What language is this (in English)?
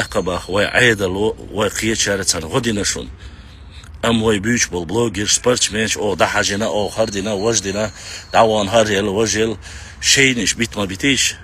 Chechen